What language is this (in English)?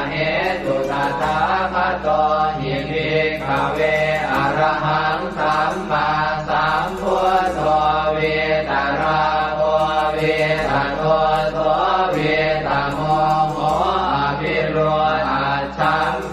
Pali